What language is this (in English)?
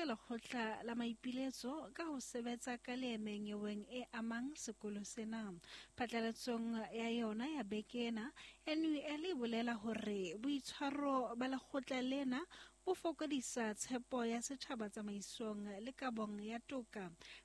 Southern Sotho